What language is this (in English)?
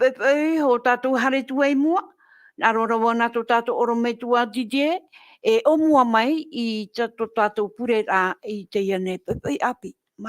Tahitian